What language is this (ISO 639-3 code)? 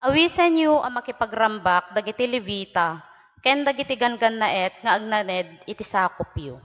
ilo